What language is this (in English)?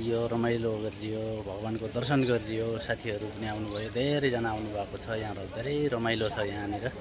Nepali